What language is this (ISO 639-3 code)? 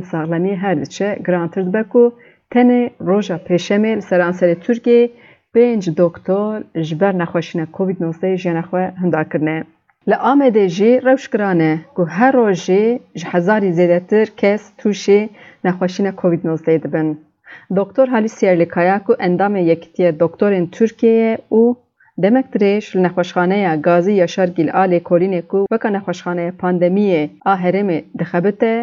kur